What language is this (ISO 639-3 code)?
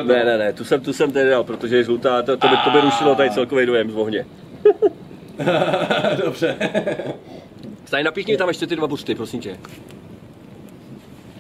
ces